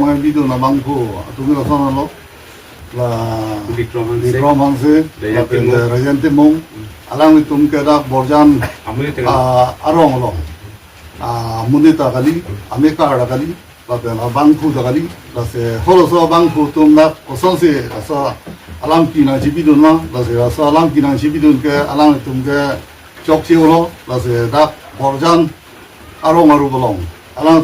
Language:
Karbi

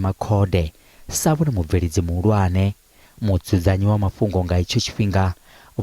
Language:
Venda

